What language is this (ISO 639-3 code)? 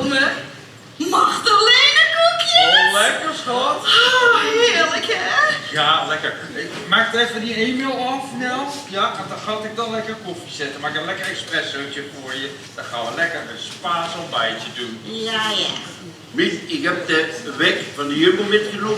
lim